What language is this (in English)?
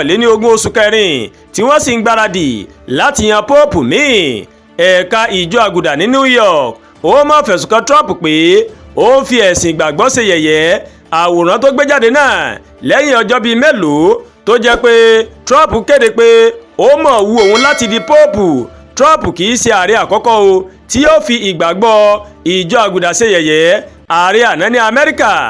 Yoruba